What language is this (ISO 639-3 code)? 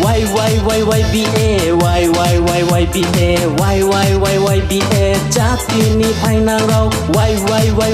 ria